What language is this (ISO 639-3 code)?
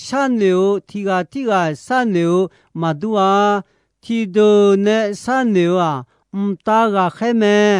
ahk